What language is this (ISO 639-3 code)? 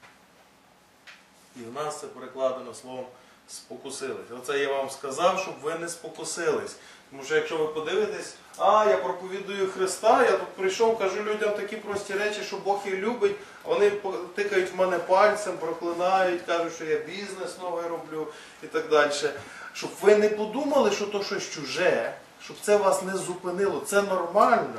ukr